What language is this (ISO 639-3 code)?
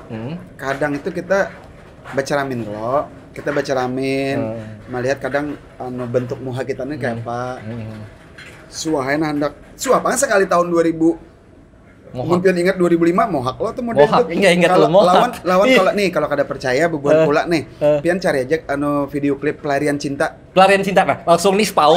bjn